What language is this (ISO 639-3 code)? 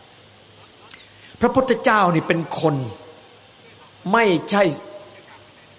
tha